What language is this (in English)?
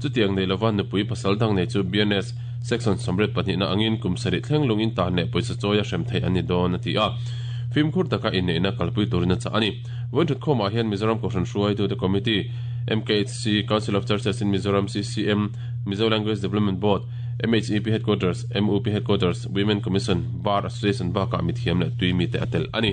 Mizo